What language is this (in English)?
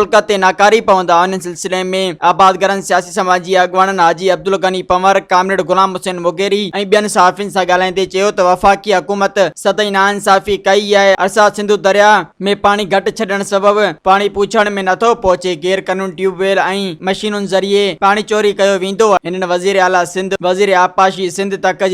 Sindhi